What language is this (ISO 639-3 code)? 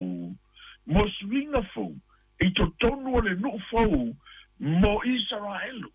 smo